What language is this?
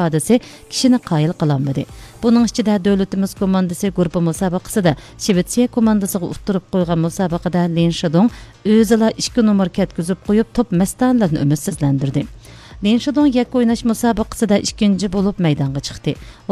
Uyghur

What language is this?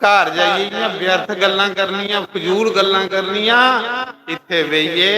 Dogri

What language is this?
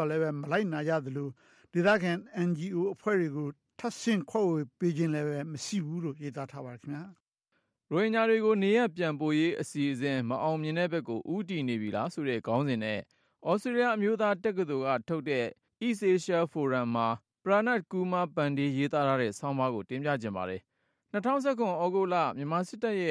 Burmese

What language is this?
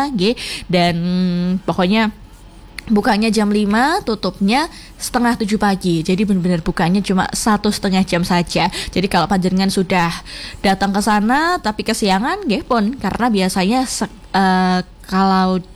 Indonesian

